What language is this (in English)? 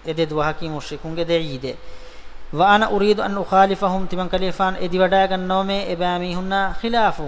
Divehi